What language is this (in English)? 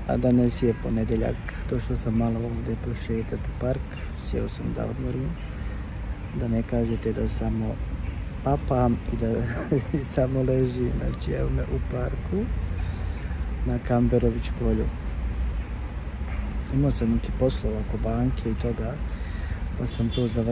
Bosnian